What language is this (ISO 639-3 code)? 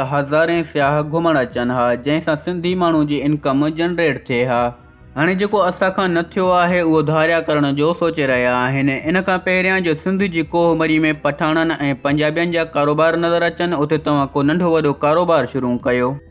snd